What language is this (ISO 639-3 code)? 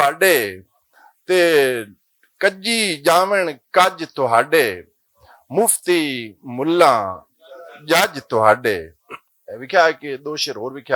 lah